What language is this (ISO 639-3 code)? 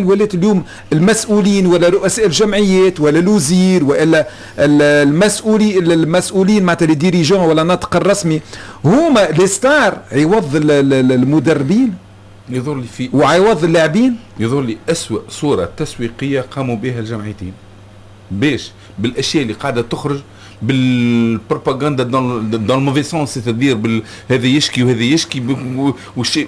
aeb